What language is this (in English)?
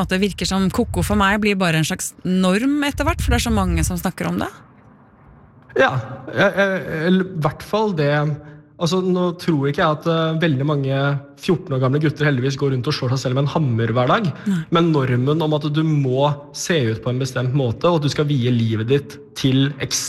Norwegian